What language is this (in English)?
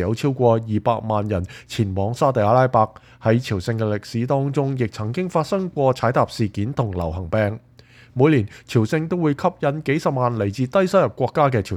Cantonese